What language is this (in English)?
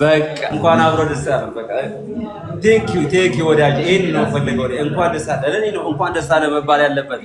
Amharic